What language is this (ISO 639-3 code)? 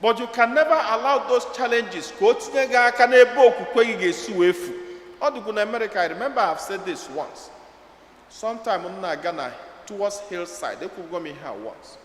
ibo